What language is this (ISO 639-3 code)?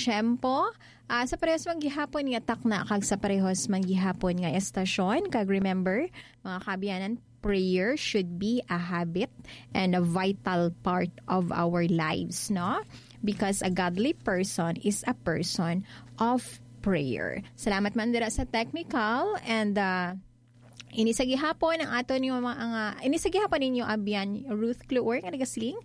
hil